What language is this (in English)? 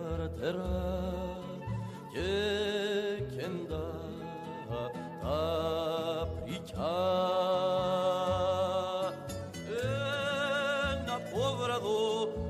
Greek